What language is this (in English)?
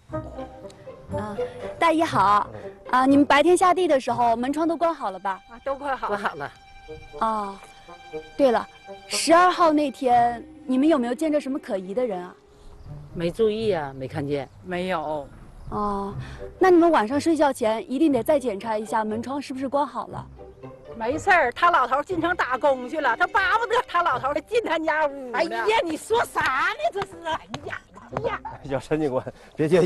Chinese